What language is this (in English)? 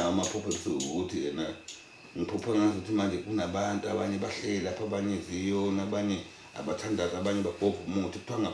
Zulu